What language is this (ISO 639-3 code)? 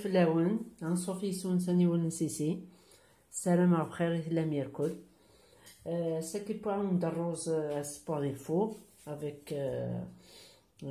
kab